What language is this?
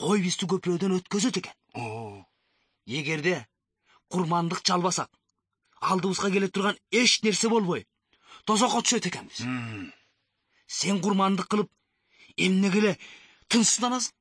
Kyrgyz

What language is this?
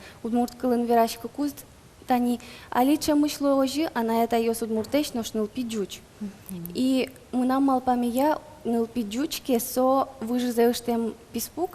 Udmurt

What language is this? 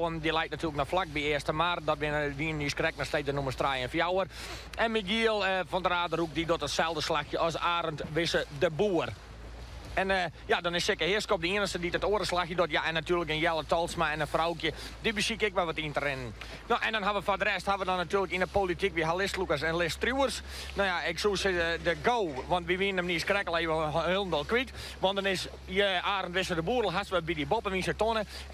Western Frisian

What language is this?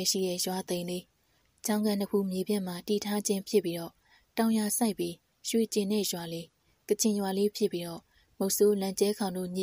Burmese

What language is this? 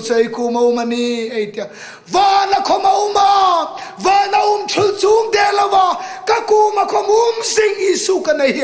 Hmar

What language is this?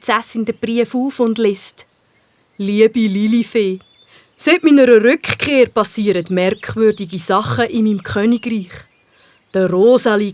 Swiss German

